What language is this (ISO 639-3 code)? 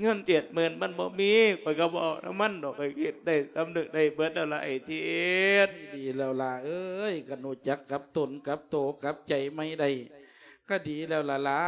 lao